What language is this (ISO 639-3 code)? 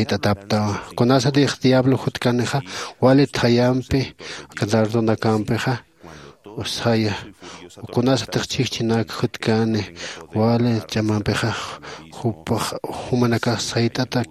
aym